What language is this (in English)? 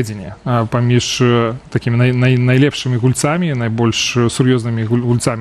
Belarusian